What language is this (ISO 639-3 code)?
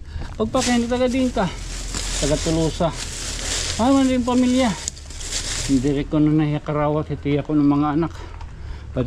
war